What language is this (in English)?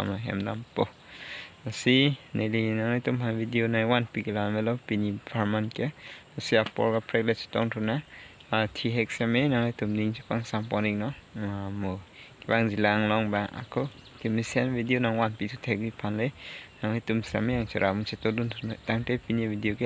Karbi